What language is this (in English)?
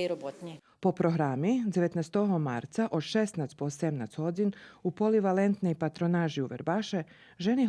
Rusyn